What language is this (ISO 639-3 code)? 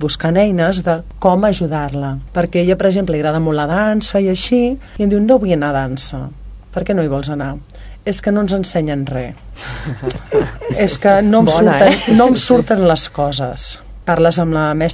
cat